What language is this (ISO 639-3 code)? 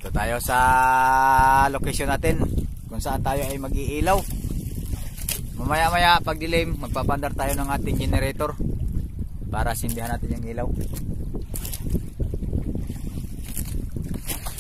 fil